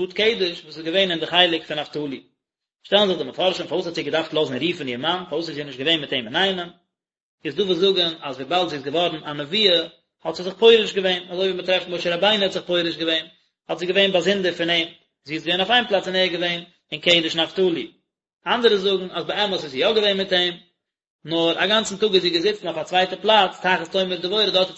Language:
Yiddish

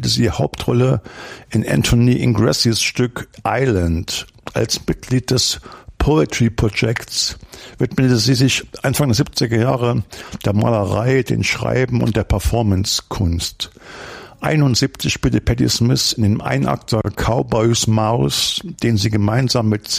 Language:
German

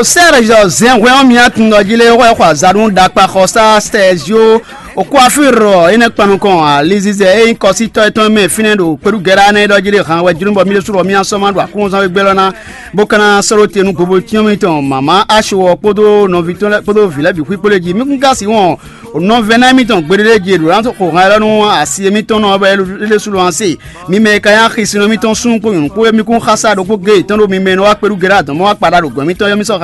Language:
Fon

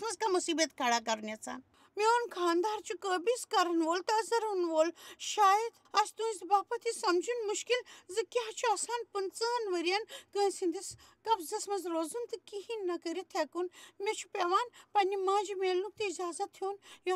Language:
Kashmiri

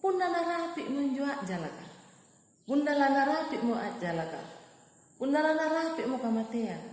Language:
Makasar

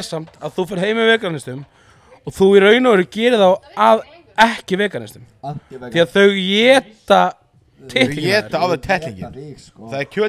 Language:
Icelandic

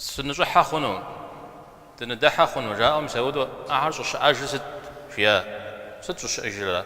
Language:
Kabardian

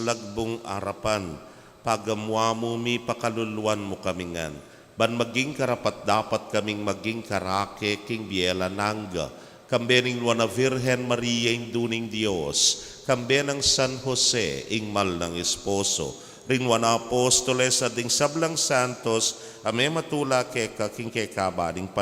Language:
Pampanga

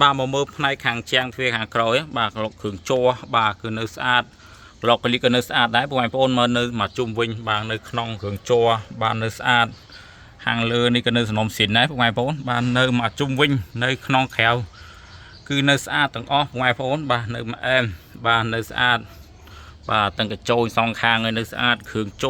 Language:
Khmer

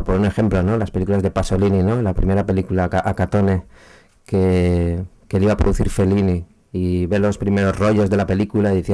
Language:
Spanish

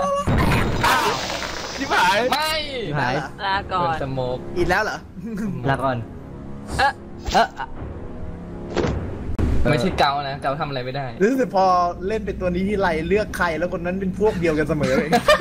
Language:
Thai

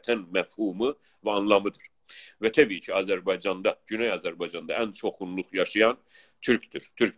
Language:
South Azerbaijani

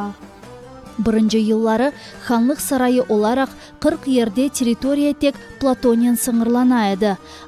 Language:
Crimean Tatar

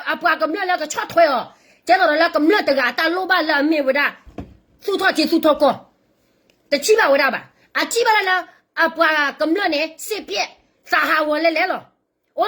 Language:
S'gaw Karen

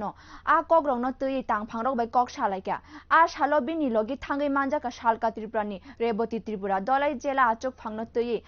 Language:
Kok Borok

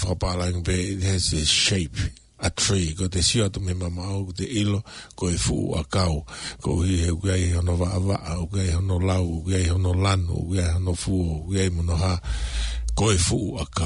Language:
Tongan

